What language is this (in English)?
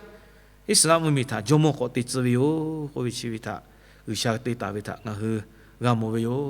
Lahu